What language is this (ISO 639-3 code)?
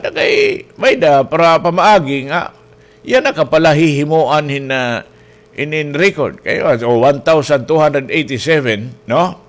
war